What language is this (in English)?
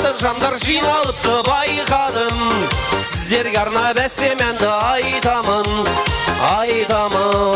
Kara-Kalpak